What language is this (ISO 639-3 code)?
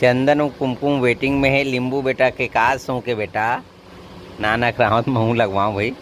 hne